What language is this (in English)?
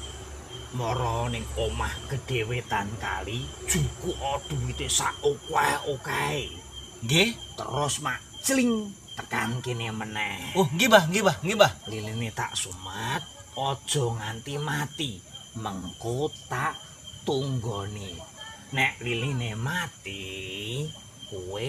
Javanese